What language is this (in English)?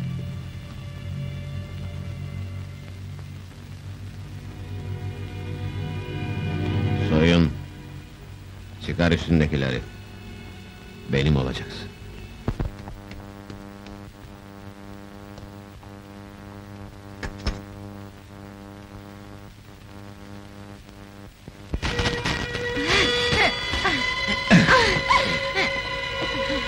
Turkish